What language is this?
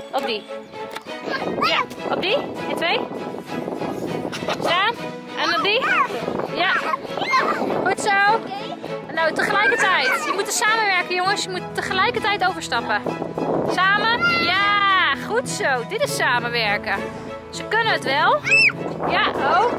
Dutch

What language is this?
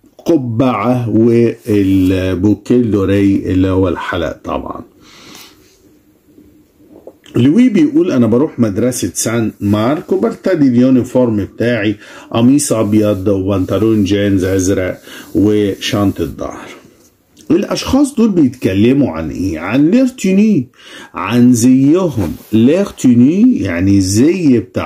Egyptian Arabic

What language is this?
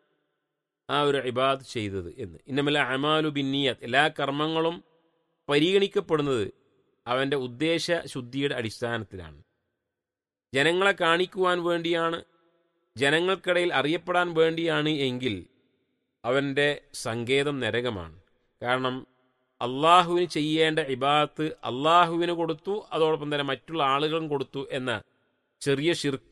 Malayalam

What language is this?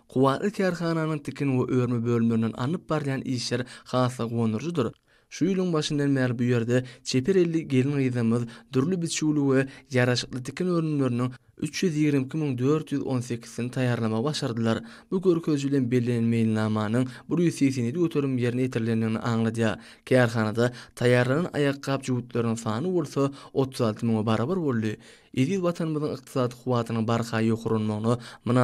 Turkmen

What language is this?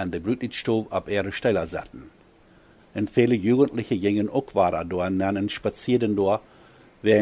Plautdietsch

